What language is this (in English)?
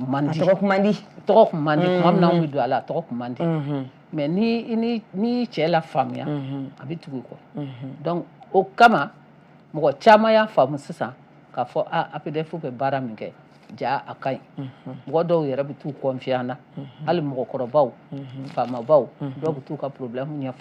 Bambara